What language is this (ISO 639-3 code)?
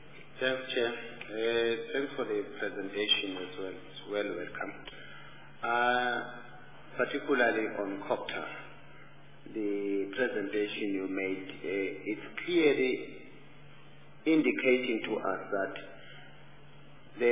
eng